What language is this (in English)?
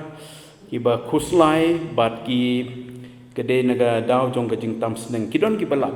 Khasi